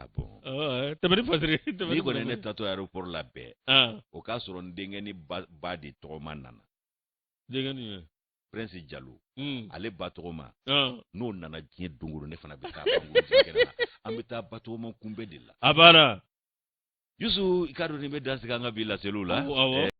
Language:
Bambara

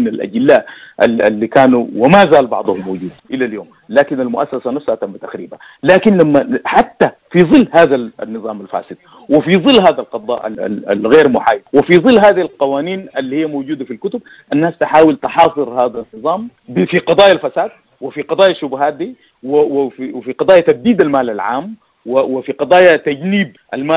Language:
Sudanese Arabic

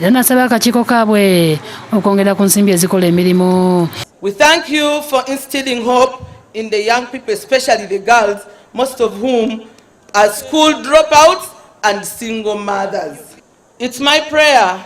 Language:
Ganda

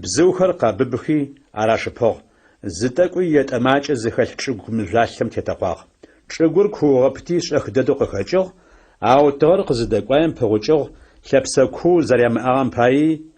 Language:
Adyghe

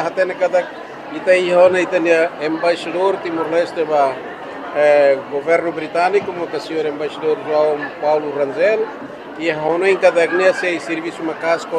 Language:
Tetum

